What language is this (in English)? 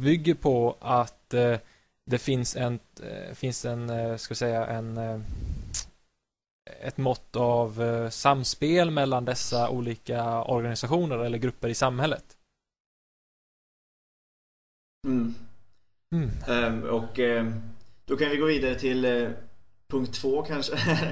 Swedish